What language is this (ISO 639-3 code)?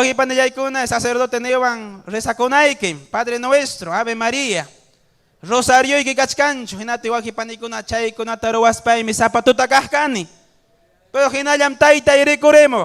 quy